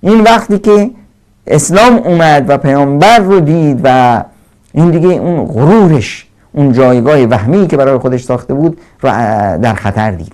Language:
Persian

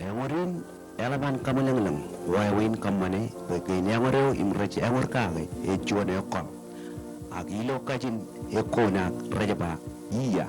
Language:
Marshallese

